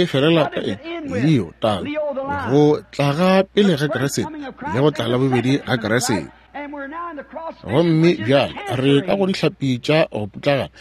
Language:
Northern Sotho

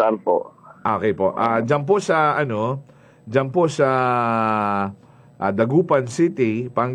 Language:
Filipino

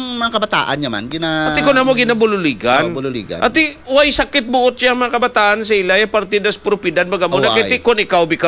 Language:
Hiligaynon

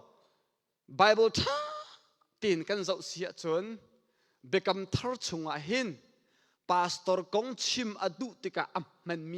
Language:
Hakha Chin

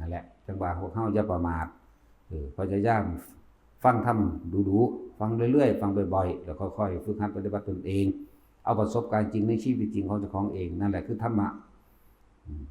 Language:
Northeastern Thai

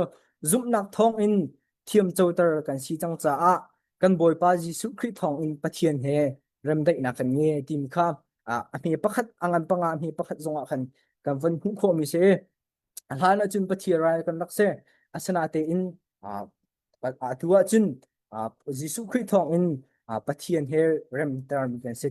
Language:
Hakha Chin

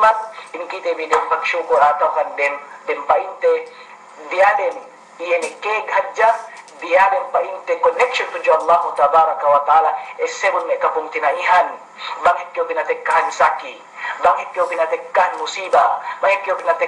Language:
Yakan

